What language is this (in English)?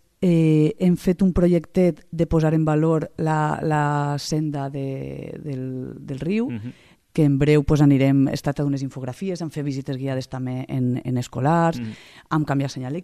Catalan